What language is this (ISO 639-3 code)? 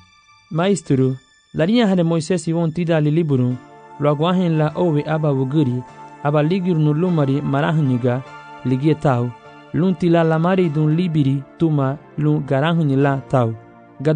cab